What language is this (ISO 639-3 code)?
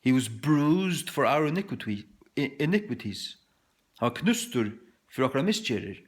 fao